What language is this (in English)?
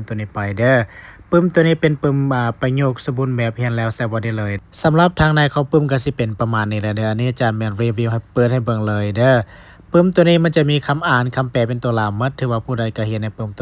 Lao